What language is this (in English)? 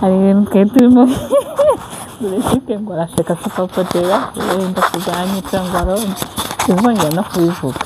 Kinyarwanda